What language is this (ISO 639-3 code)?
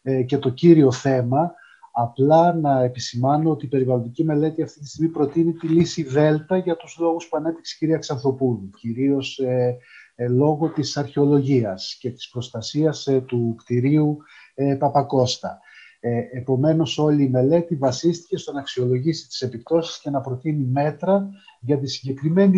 ell